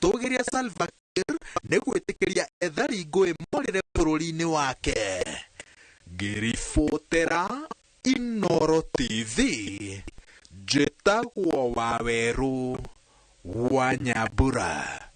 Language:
Kikuyu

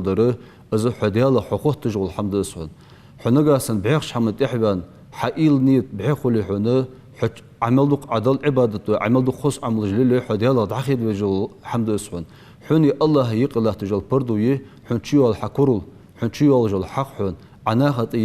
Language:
Ingush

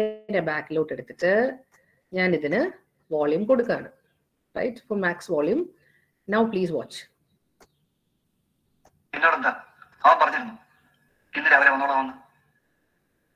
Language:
Malayalam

